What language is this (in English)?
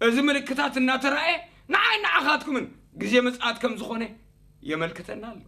Tigrinya